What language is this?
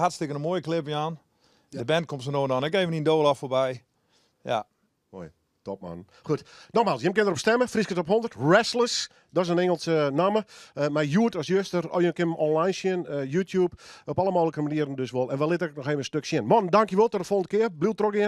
Western Frisian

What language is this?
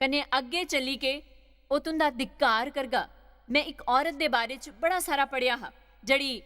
Dogri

